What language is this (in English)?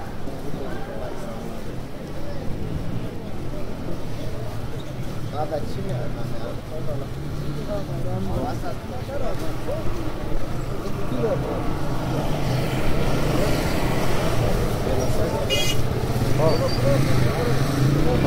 Persian